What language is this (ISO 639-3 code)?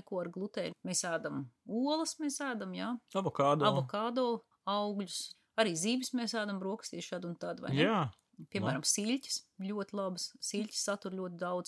lav